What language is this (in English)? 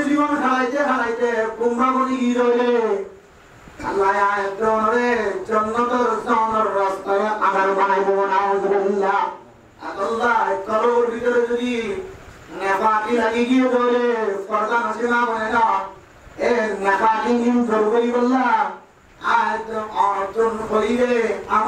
Rohingya